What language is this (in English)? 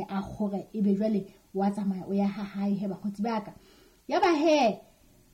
Southern Sotho